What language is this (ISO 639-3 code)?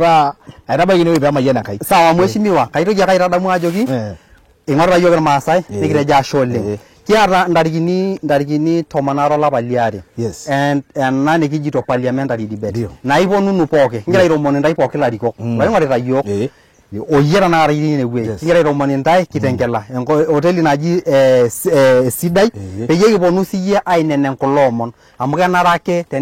mas